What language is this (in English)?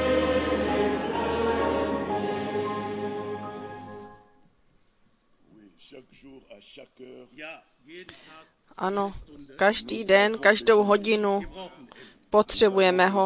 Czech